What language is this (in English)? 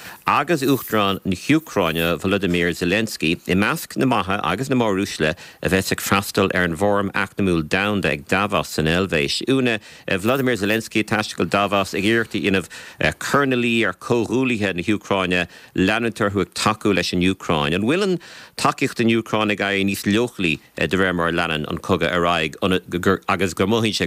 Irish